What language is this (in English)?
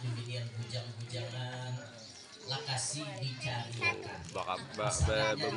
Banjar